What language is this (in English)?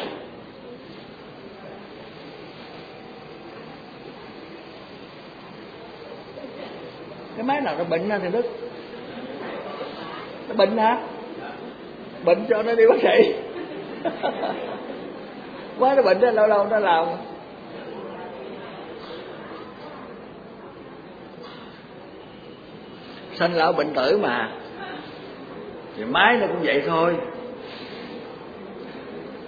Vietnamese